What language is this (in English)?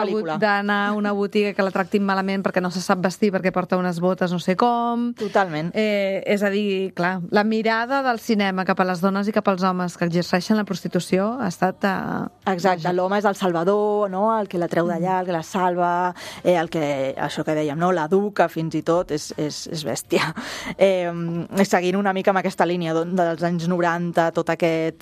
Catalan